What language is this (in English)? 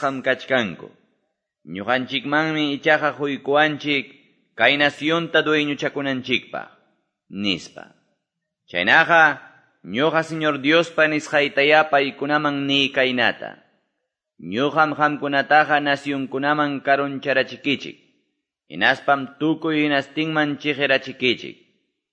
Quechua